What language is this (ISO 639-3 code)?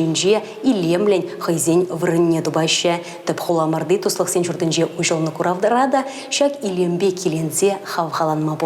chv